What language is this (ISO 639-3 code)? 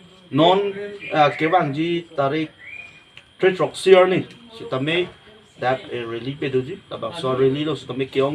mjw